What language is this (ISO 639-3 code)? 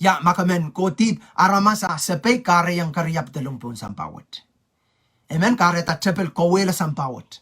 pon